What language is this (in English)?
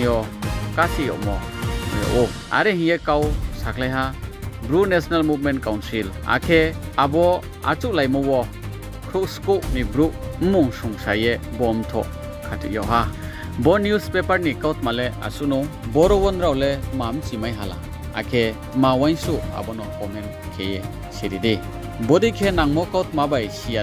Riang (India)